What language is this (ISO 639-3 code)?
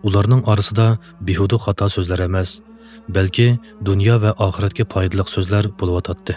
uig